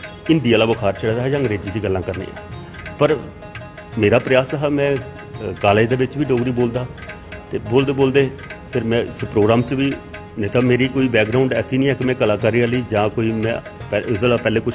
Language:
Dogri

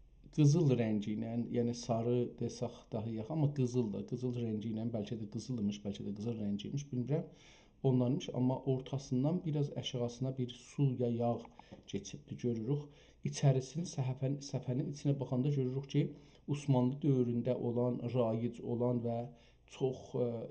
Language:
South Azerbaijani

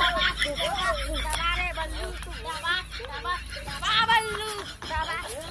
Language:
Chhattisgarhi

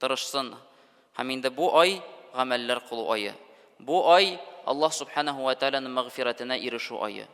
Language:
Tatar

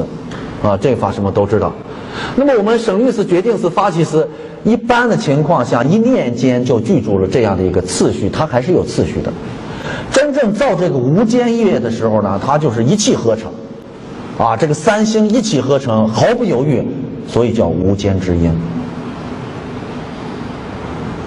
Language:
Chinese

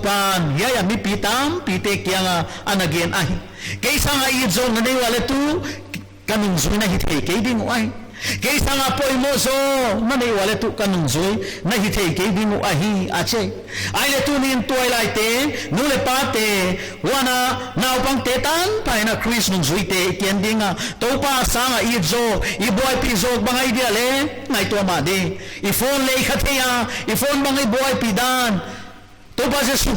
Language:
Paite Chin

